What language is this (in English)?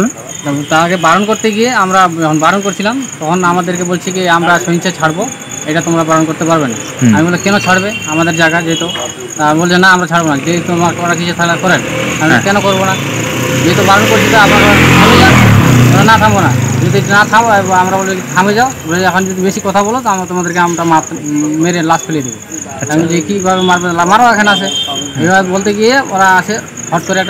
Bangla